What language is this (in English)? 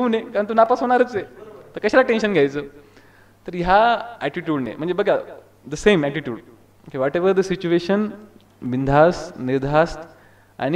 Marathi